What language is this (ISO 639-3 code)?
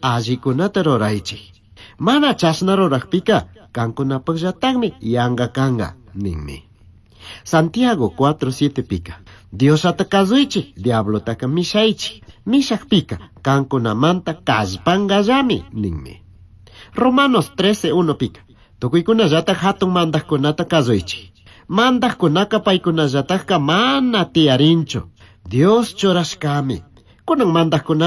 qug